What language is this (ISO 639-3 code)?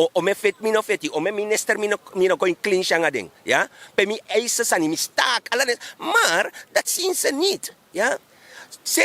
srn